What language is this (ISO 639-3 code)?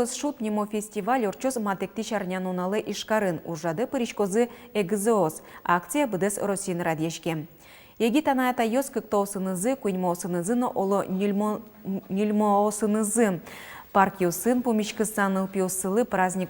udm